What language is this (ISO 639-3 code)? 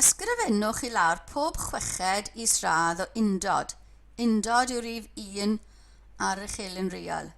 cym